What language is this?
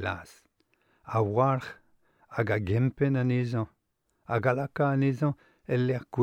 Breton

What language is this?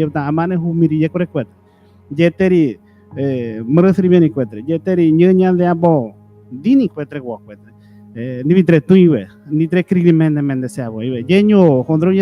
Ngäbere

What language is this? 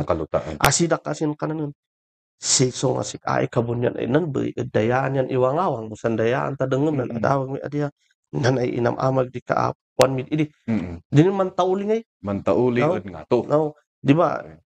Kankanaey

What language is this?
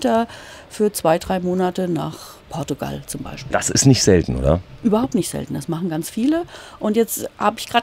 German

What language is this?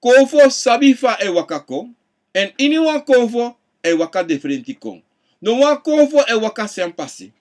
Sranan Tongo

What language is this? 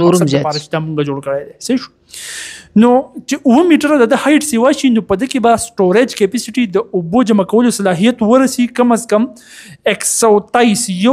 Pashto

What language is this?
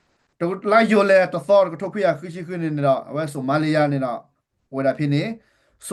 S'gaw Karen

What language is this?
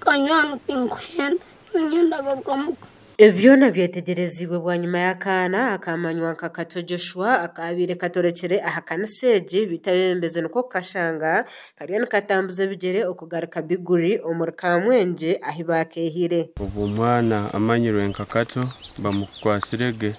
Nyankole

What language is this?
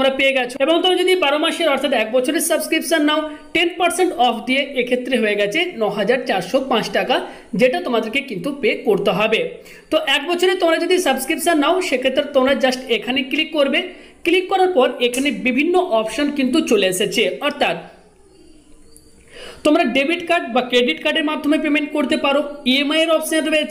Bangla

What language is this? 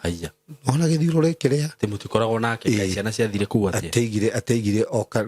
Kikuyu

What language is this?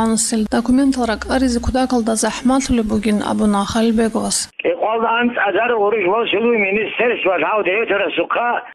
Avaric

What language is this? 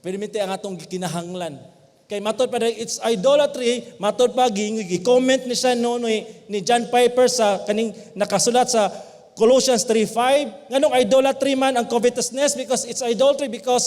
Cebuano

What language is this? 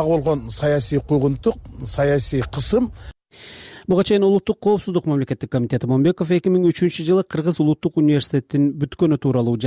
Kyrgyz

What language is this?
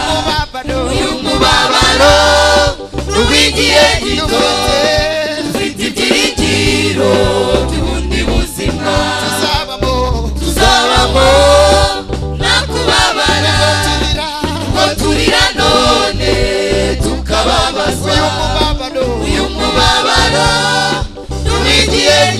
Kinyarwanda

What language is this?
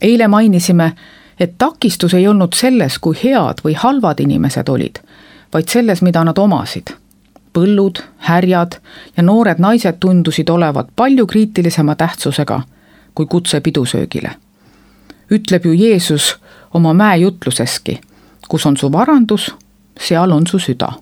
Estonian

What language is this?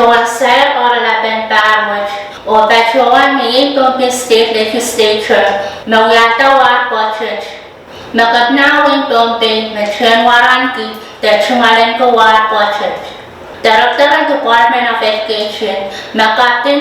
Pohnpeian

